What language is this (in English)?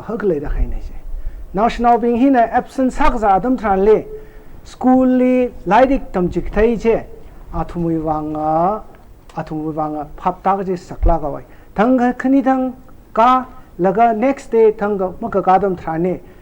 Tangkhul Naga (India)